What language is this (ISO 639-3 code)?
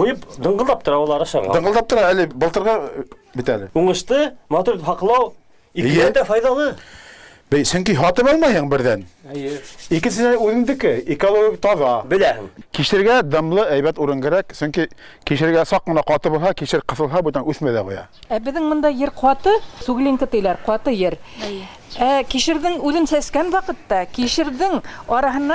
bak